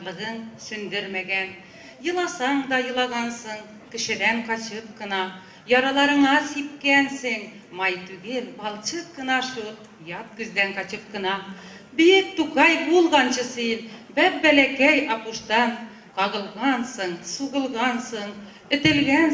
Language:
Tatar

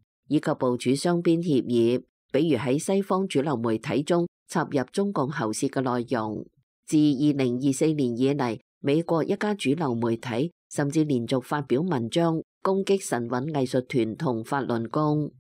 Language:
Cantonese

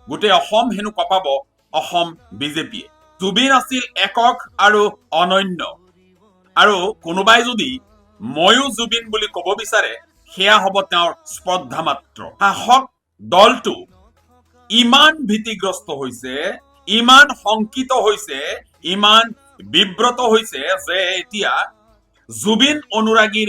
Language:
Assamese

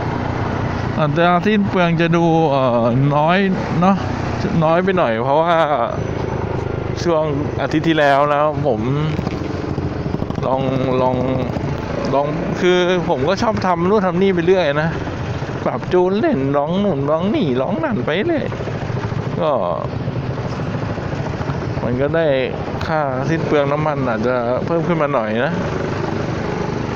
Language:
Thai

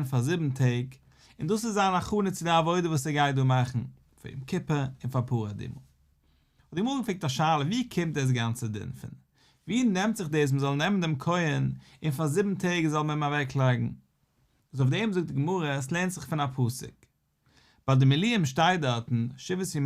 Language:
Yiddish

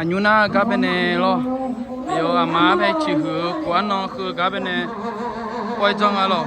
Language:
Akha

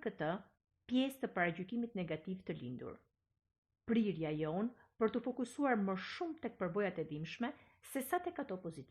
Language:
Albanian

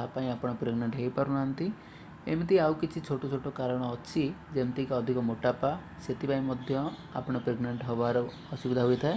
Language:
Odia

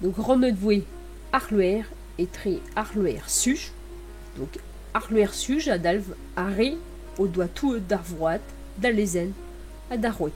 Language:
Breton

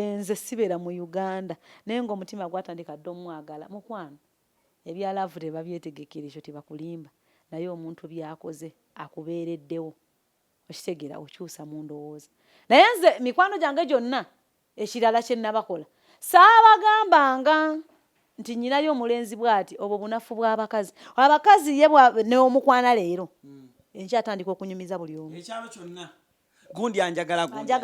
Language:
Ganda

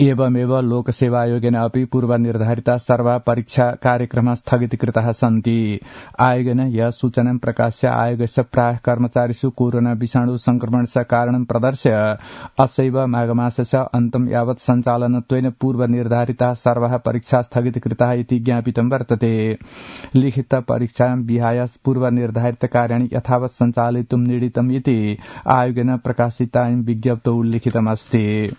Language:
Sanskrit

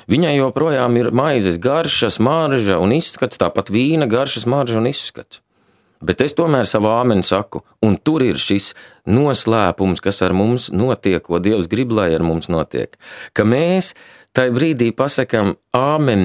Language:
Latvian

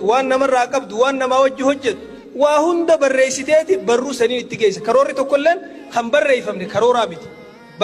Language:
Oromo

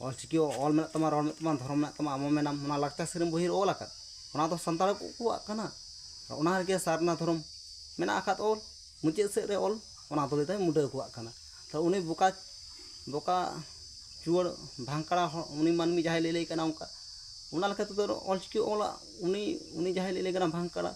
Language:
Santali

